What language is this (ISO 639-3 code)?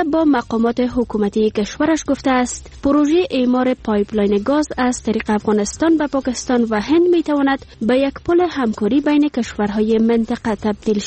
fas